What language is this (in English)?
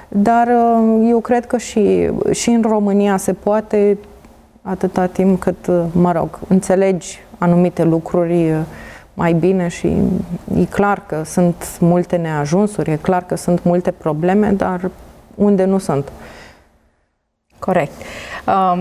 Romanian